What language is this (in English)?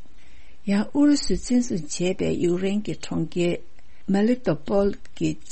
Tibetan